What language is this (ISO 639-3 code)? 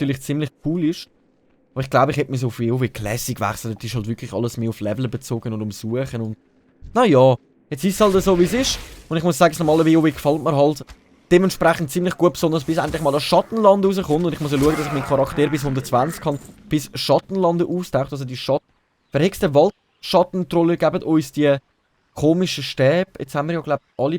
gsw